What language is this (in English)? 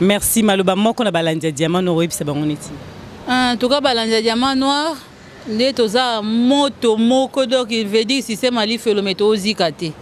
Lingala